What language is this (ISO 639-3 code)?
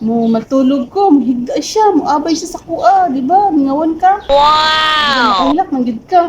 ceb